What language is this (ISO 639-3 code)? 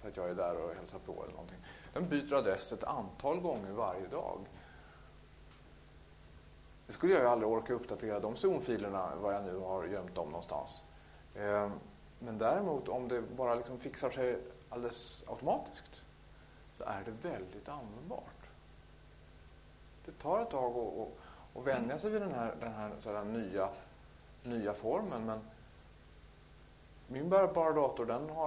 swe